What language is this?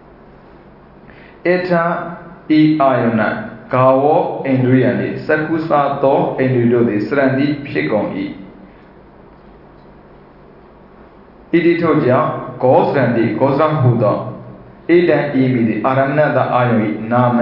Burmese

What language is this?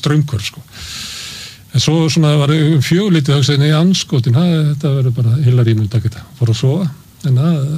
Icelandic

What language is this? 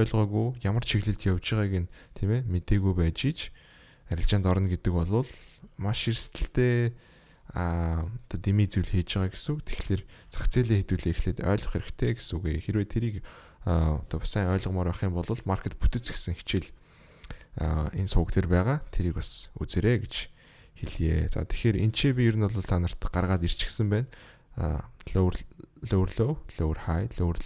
Mongolian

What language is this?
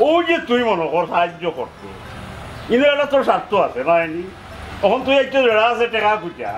Sylheti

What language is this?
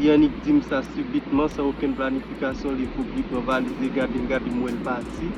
Haitian Creole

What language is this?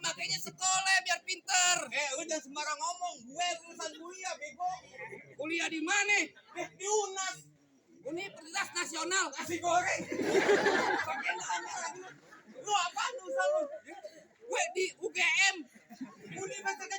Betawi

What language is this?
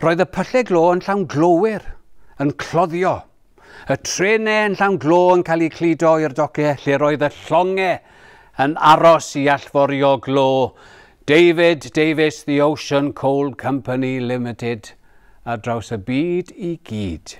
Welsh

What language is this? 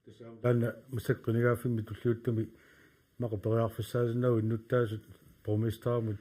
Kalaallisut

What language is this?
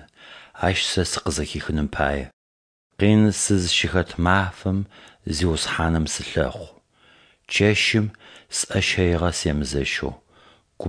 Adyghe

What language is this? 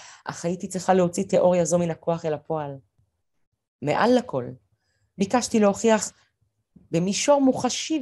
Hebrew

